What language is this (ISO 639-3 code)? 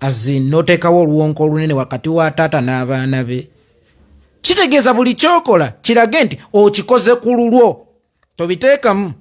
lug